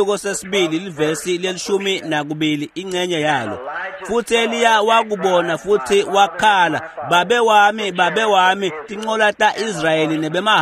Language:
Swati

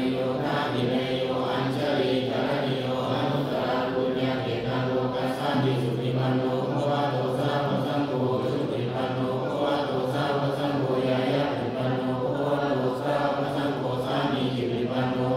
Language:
Pali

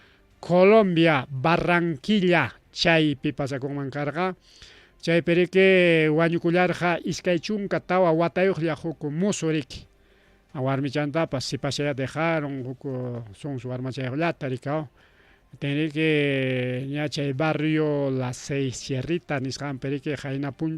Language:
Ayacucho Quechua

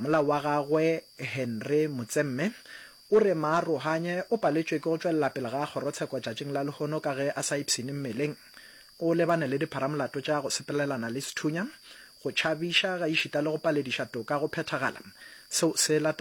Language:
Northern Sotho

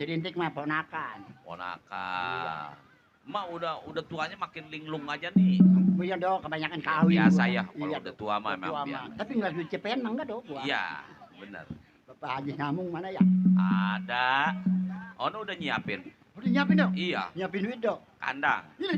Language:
Betawi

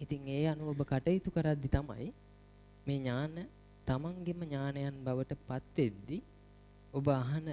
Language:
Sinhala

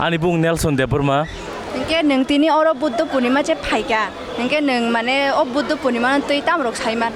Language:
Kok Borok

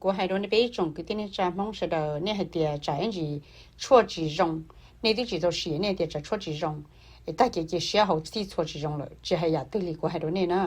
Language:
Hmong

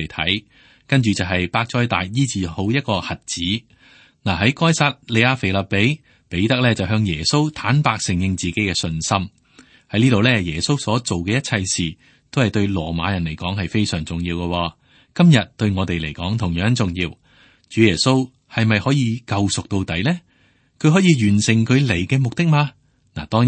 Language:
Cantonese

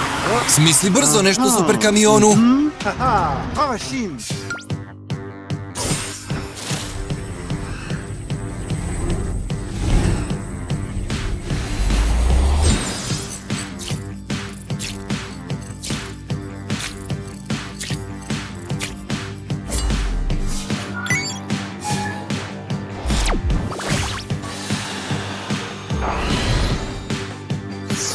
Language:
Croatian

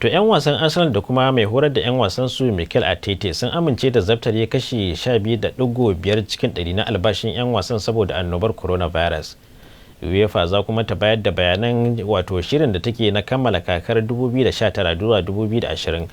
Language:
Hausa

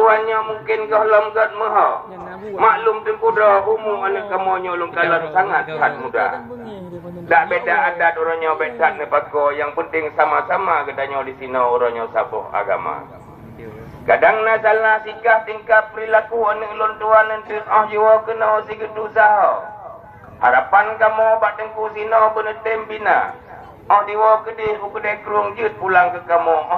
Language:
Achinese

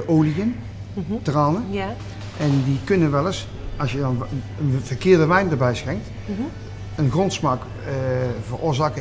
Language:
Dutch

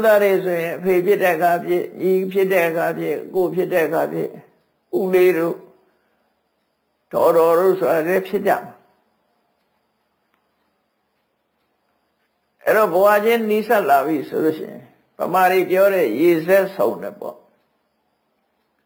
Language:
Burmese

